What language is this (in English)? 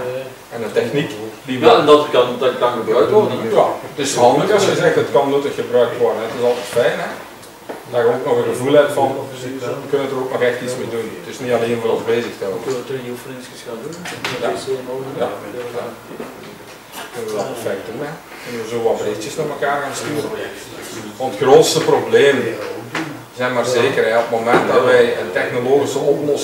Dutch